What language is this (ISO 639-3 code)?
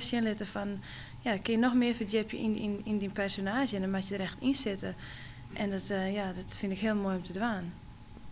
fry